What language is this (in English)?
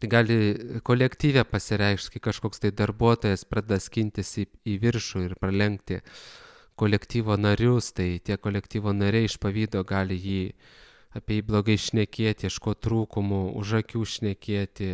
Lithuanian